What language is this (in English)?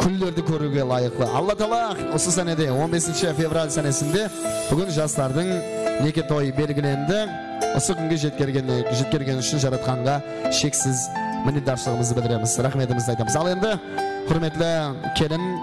Kara-Kalpak